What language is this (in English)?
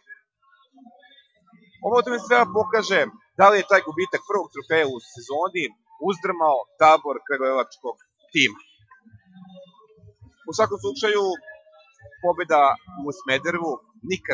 Serbian